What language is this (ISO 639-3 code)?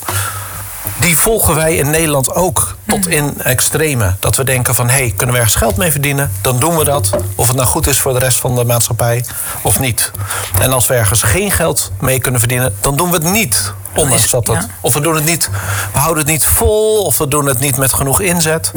nld